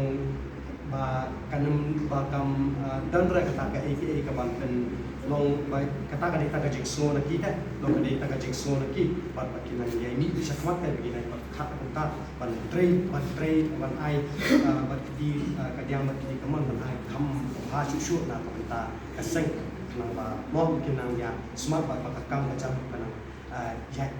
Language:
Khasi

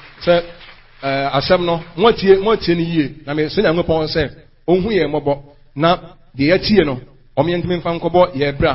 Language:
Akan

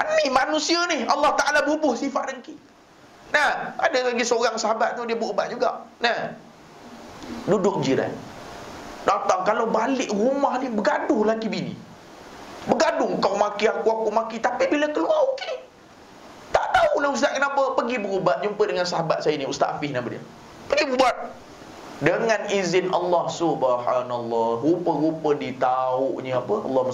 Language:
Malay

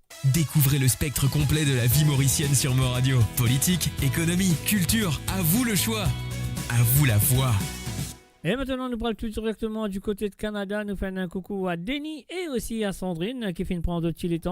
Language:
Morisyen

